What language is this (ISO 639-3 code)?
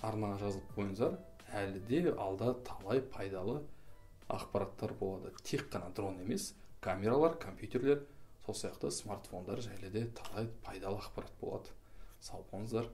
kaz